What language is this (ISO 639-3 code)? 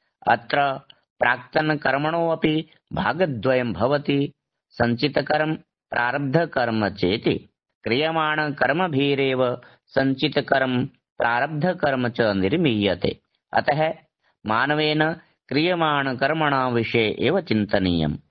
san